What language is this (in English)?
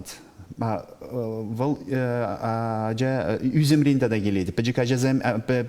Chuvash